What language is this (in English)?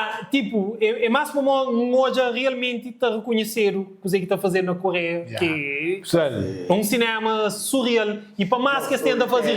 Kabuverdianu